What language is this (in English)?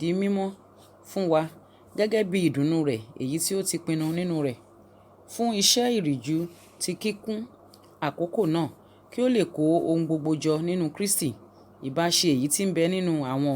Yoruba